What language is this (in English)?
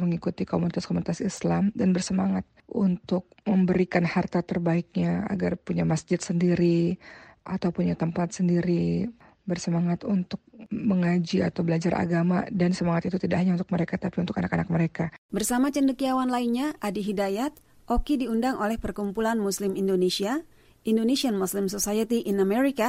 Indonesian